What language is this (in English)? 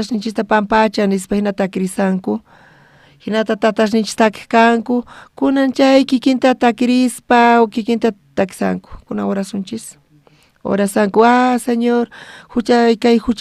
South Bolivian Quechua